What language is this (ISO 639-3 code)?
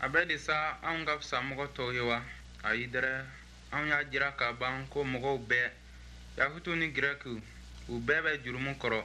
bam